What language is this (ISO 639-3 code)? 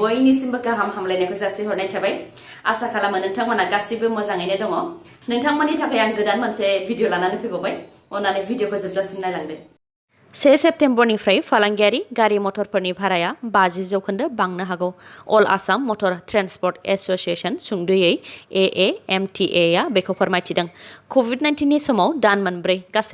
brx